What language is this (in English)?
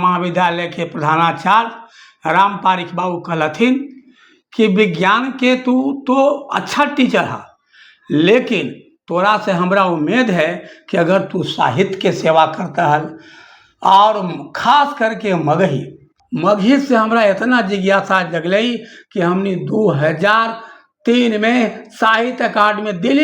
Magahi